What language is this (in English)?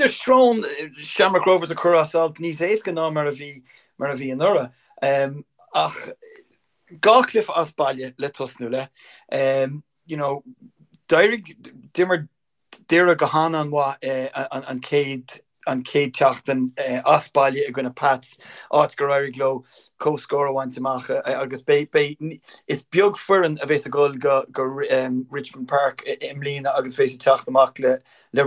Irish